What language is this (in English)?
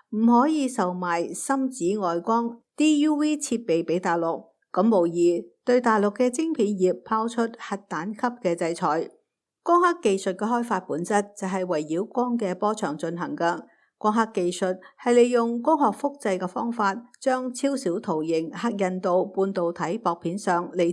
Cantonese